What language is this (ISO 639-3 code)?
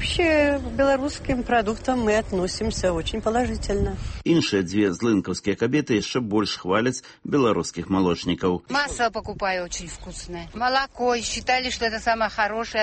bel